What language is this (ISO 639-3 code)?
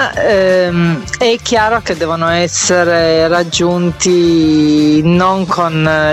ita